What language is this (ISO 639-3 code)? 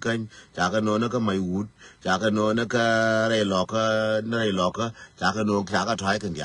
nus